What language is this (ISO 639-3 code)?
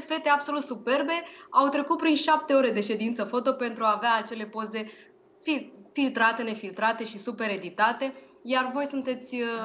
ron